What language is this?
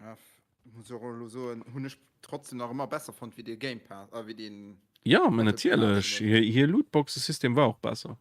Luxembourgish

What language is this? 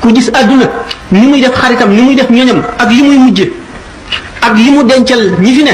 Wolof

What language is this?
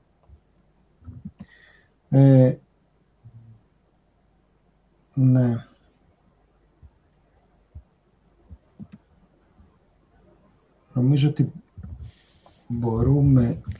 Greek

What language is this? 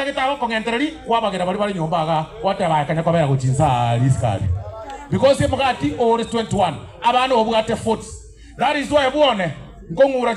Gusii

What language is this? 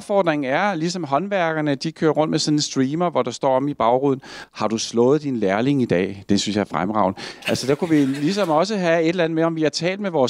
Danish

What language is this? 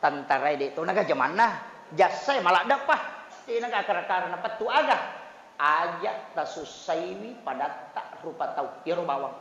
Buginese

